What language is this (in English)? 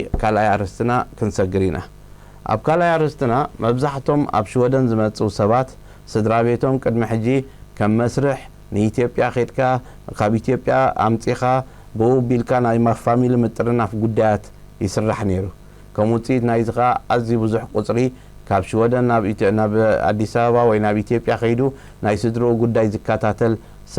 Tigrinya